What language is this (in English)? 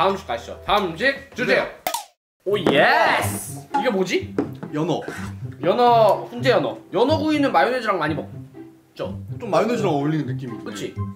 Korean